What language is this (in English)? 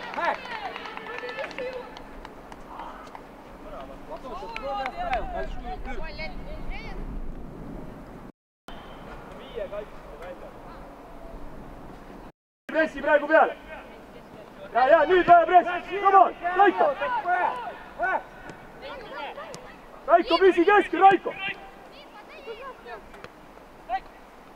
Estonian